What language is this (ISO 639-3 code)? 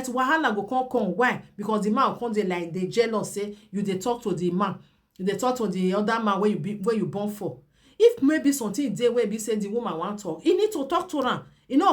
pcm